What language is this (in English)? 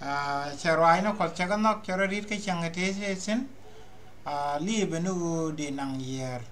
Nuer